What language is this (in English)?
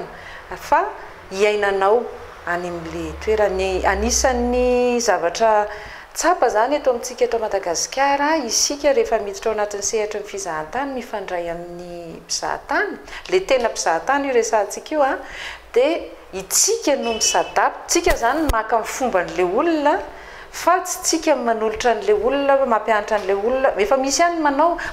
Malagasy